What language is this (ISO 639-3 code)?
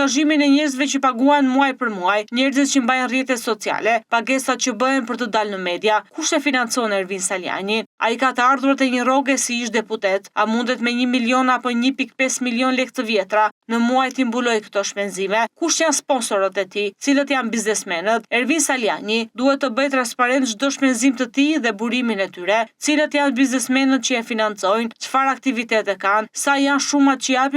sqi